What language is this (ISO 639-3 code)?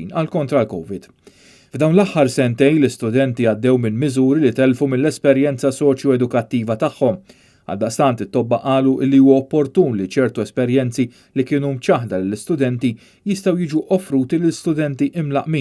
mlt